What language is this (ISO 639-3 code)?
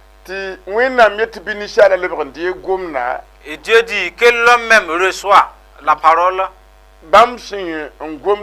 mos